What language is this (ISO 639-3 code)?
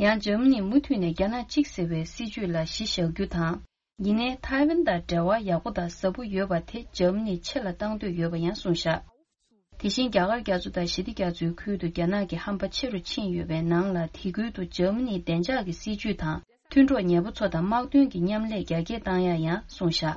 bod